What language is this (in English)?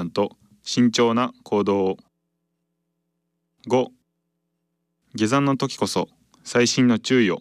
Japanese